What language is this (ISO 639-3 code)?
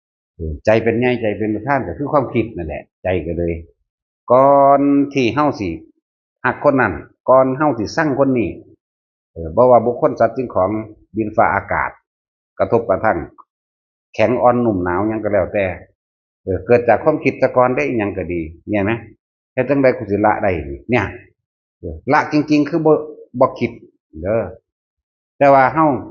tts